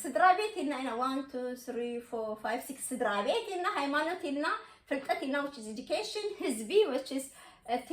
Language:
Tigrinya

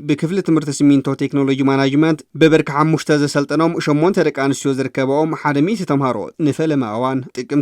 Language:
Tigrinya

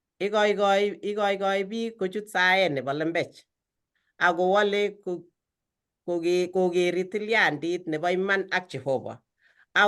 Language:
Kalenjin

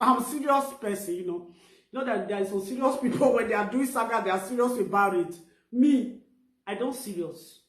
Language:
Nigerian Pidgin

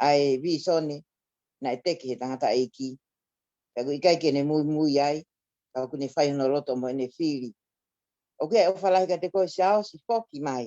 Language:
Tongan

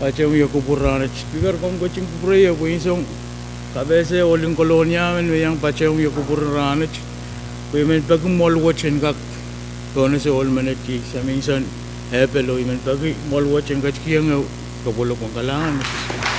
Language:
Pohnpeian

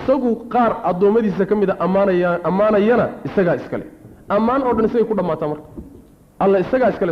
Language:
Somali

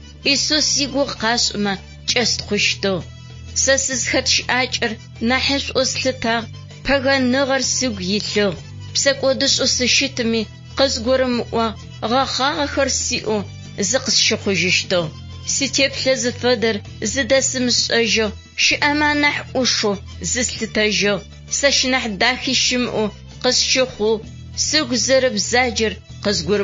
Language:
Adyghe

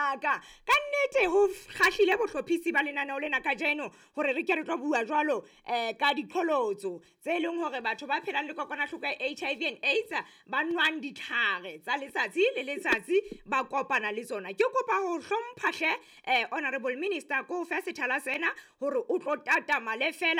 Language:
Southern Sotho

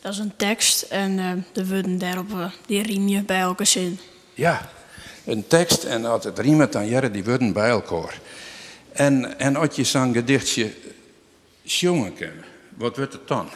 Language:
Western Frisian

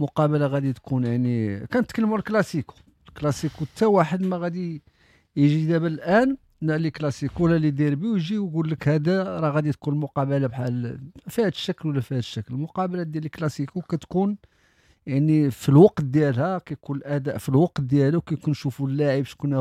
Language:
Moroccan Arabic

